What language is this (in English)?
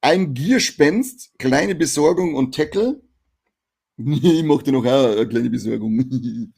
Bavarian